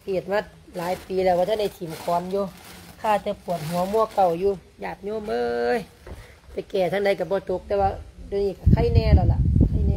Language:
Lao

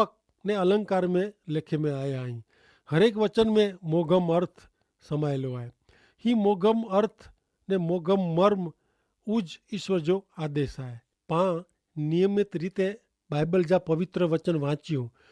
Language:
Kachhi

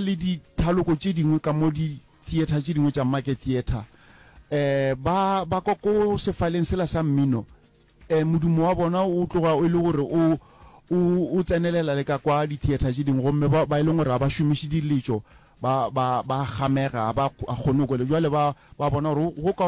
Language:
Northern Sotho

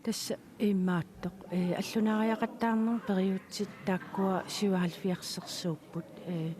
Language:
Kalaallisut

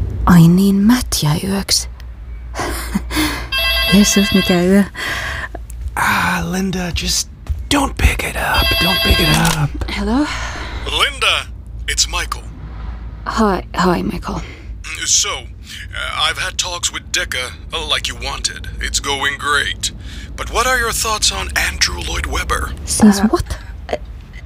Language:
Finnish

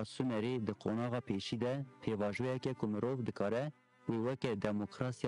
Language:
Kurdish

